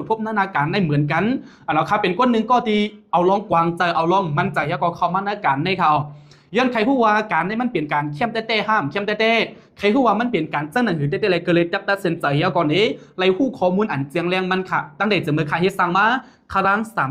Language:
Shan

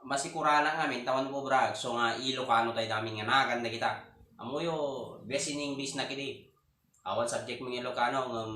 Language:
Iloko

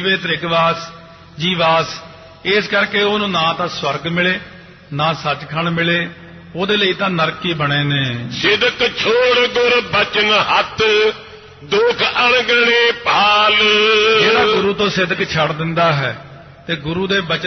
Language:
Punjabi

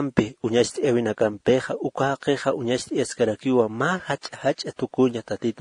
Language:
Aymara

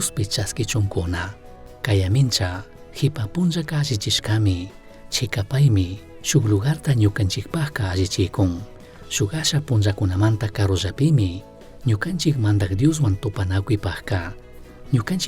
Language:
Chimborazo Highland Quichua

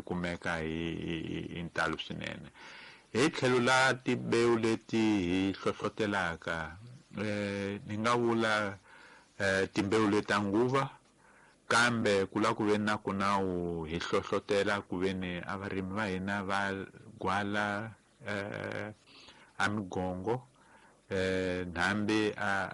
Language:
Tsonga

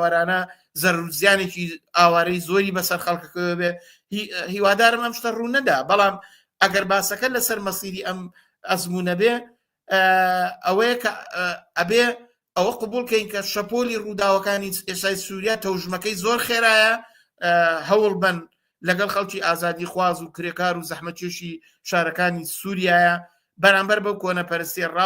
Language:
Central Kurdish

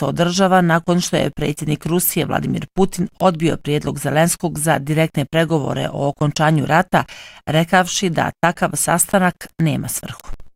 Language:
Bosnian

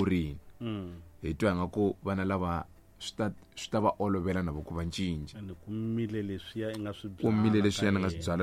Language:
Tsonga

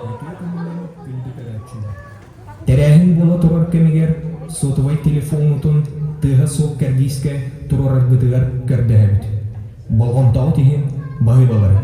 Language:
Yakut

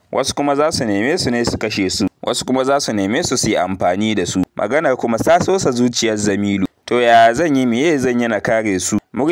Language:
Hausa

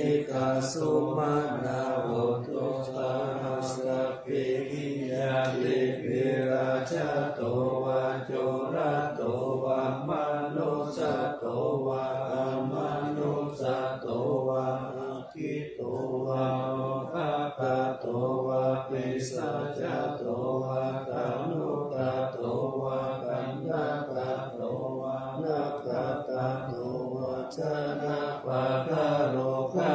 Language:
Pali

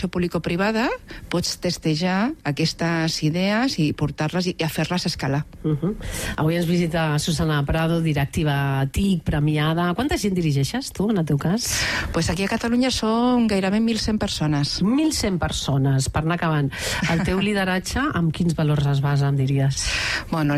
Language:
Catalan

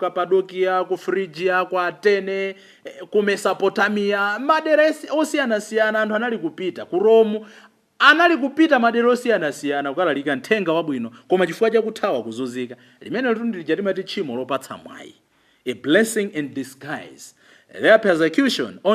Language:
Nyanja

